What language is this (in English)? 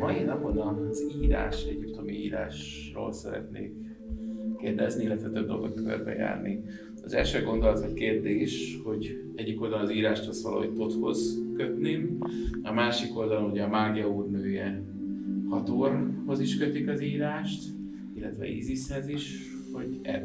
Hungarian